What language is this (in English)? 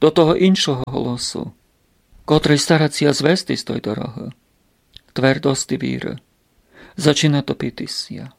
Rusyn